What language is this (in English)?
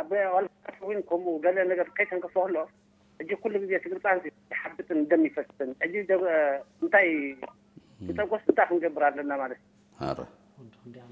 Tigrinya